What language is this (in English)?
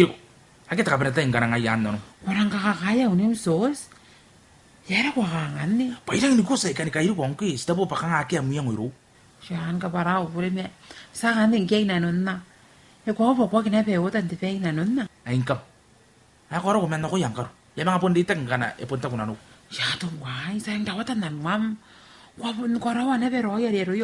Gilbertese